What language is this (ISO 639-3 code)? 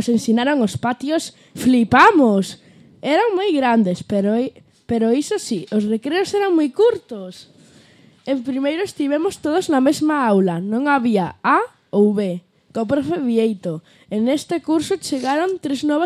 glg